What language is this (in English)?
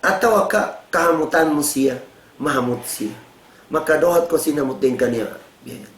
Tausug